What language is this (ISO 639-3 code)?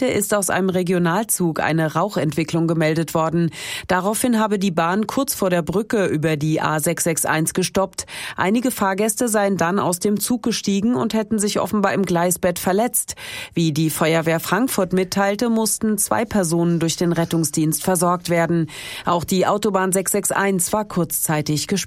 deu